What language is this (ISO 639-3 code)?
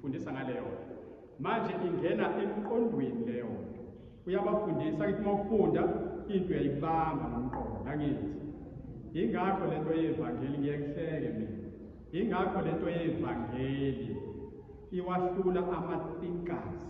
zul